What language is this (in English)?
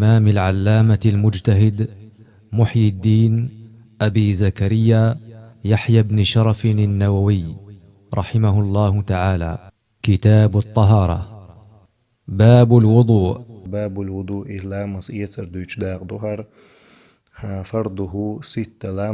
Chechen